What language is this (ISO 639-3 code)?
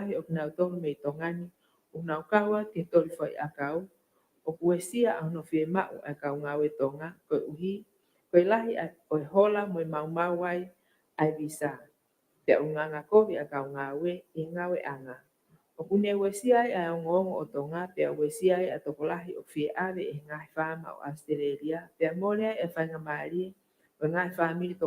ton